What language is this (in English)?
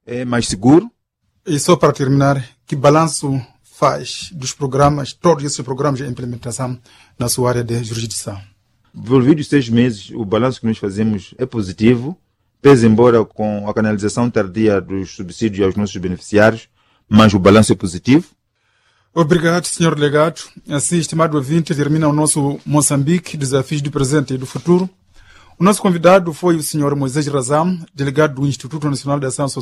Portuguese